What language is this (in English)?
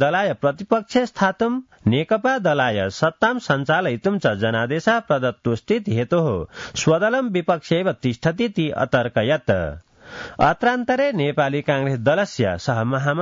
Sanskrit